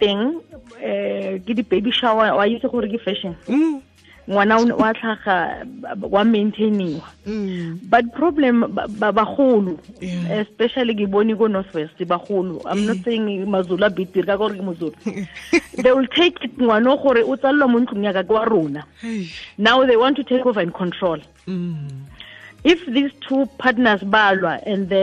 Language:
Tswana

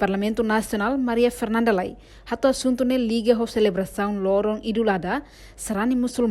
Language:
Tetum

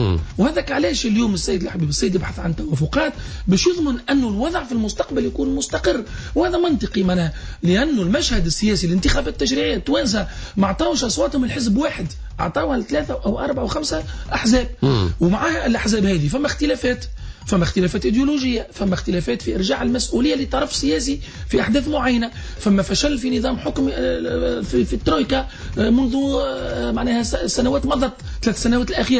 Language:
Tunisian Arabic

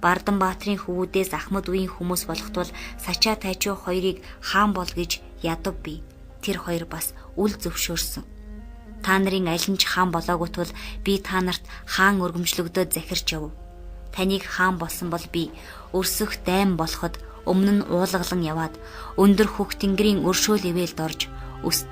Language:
Mongolian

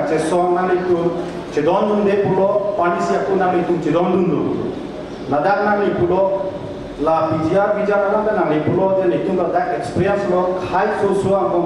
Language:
Karbi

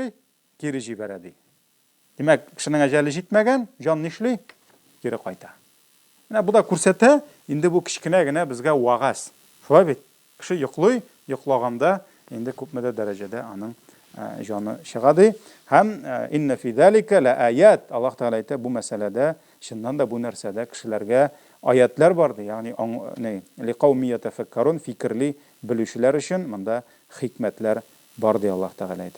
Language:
Tatar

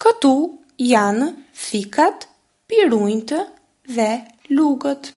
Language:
Albanian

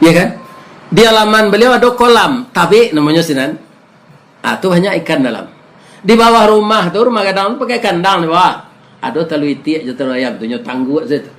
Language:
Minangkabau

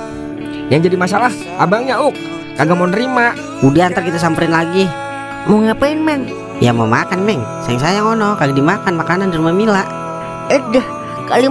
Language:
Betawi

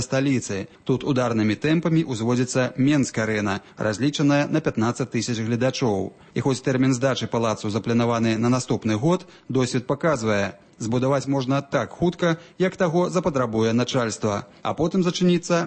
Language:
Belarusian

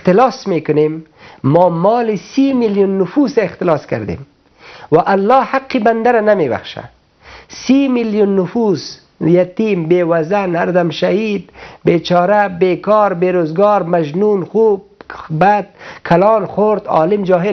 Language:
Persian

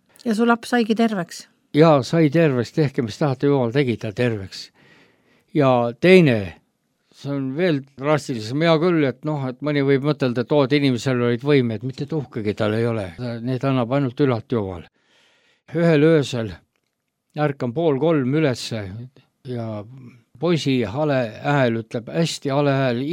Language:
Estonian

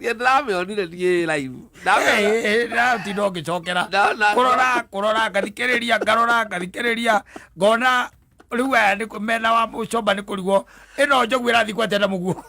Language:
Kikuyu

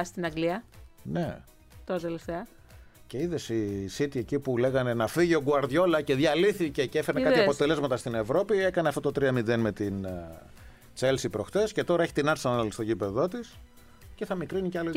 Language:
Greek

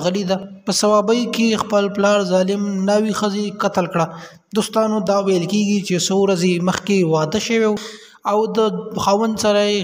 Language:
Pashto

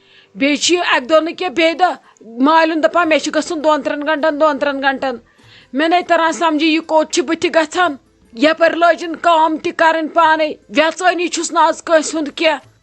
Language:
Kashmiri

